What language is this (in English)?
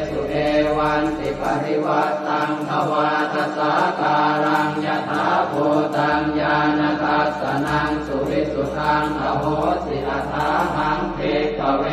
Pali